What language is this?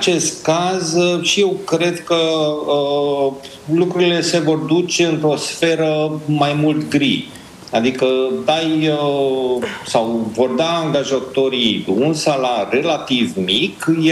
Romanian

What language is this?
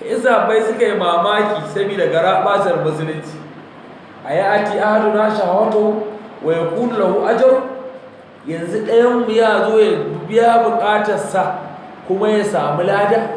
Hausa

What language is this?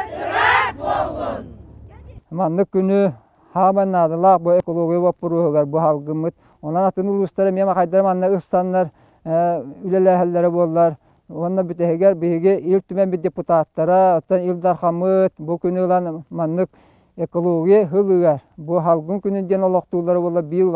Yakut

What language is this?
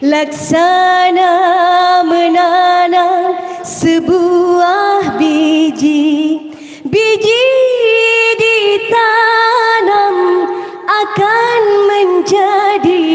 Banjar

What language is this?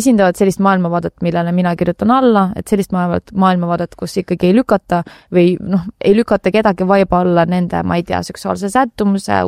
Estonian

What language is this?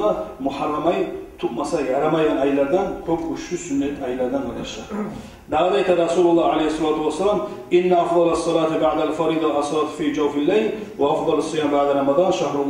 Kumyk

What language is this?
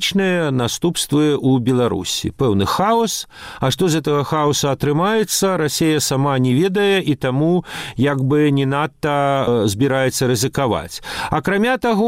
Belarusian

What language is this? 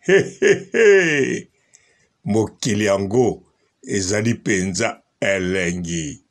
Lingala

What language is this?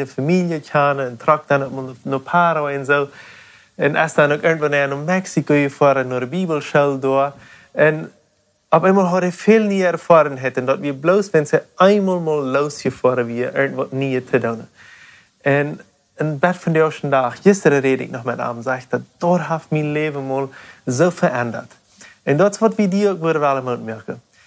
Plautdietsch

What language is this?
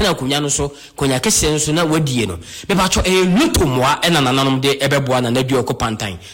Akan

